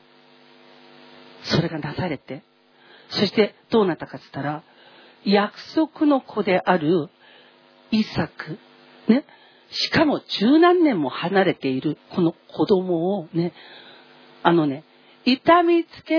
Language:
Japanese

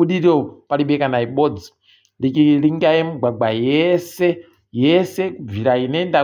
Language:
Ndau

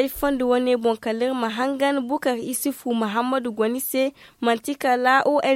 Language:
Zarma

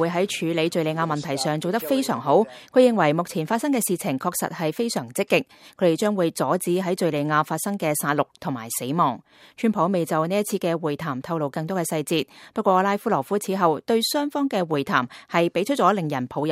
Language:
Cantonese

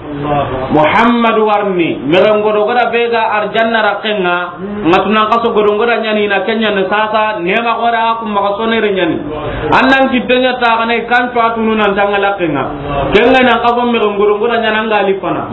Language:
Soninke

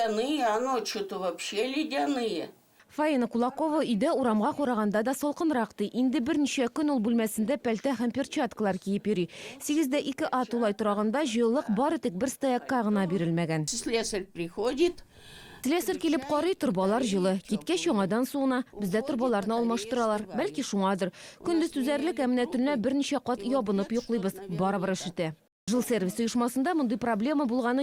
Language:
Tatar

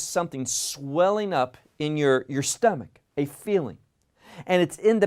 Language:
English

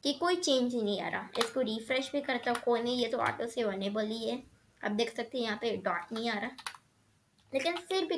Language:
Hindi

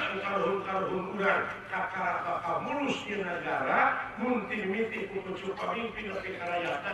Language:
Sundanese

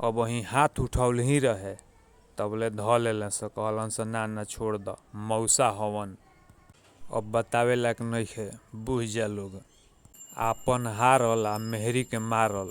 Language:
Bhojpuri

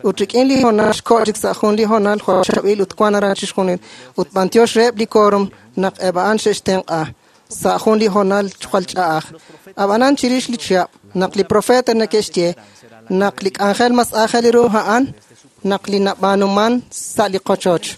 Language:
Kekchí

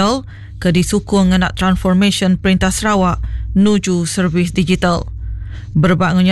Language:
Iban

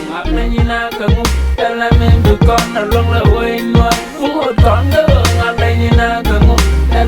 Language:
Nuer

